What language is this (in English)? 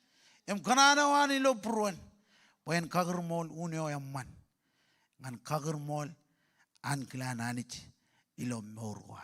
Marshallese